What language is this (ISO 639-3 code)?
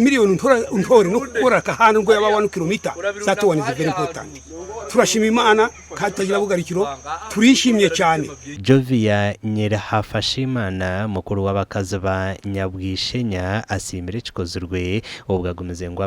nyn